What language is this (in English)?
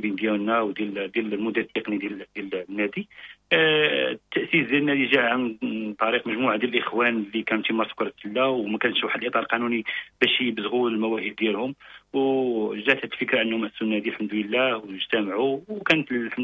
Moroccan Arabic